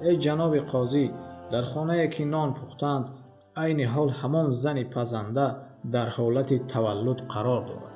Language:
Tajik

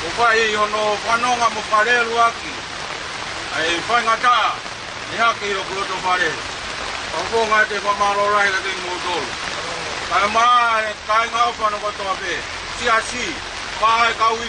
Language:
Tongan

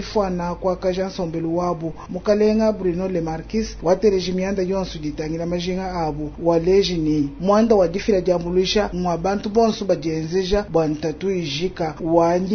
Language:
Luba-Lulua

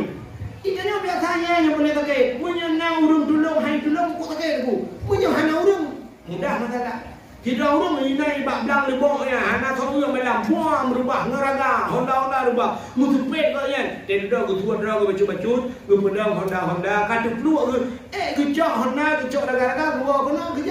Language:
Achinese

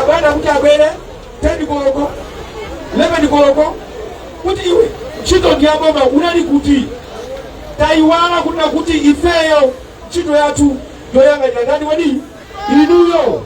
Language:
Nyanja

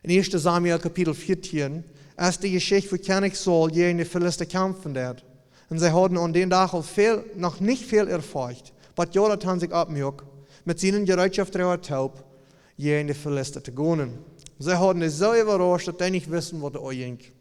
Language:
Plautdietsch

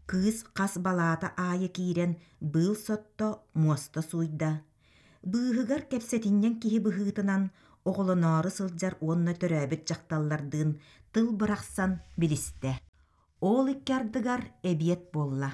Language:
Yakut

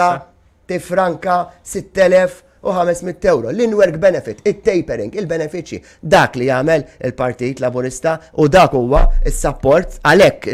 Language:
Maltese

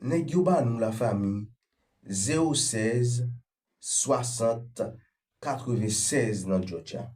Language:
Haitian Creole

